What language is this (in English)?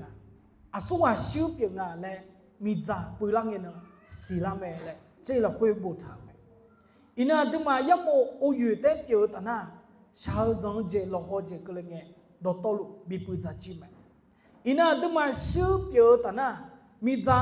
Akha